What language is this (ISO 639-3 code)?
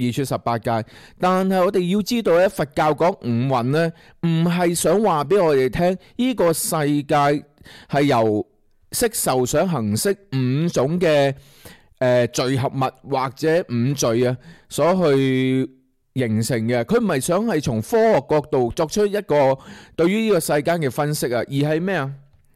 yue